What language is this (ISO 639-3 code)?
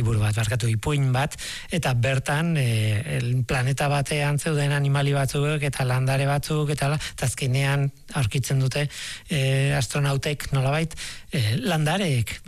eus